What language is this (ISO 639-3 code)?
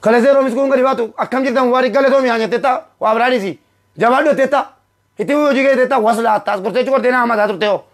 orm